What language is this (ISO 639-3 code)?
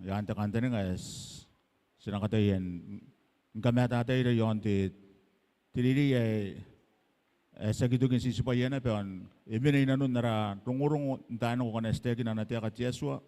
gil